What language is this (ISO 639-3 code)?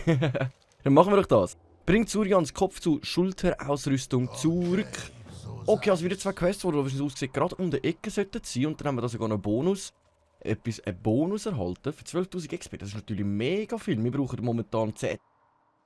gsw